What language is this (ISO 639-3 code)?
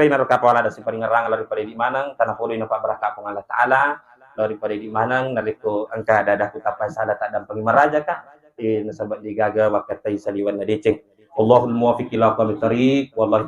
bug